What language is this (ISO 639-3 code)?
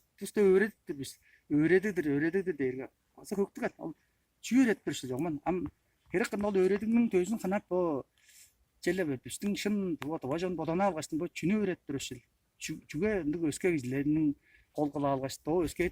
tyv